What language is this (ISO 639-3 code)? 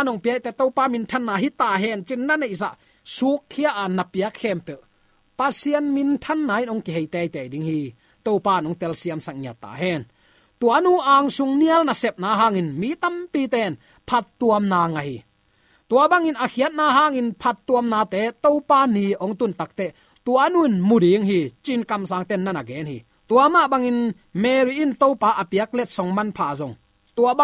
ctd